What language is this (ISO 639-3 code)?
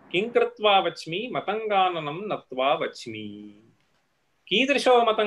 san